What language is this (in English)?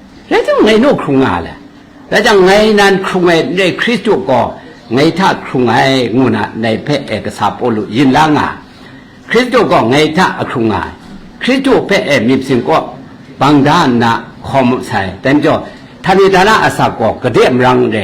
Kachin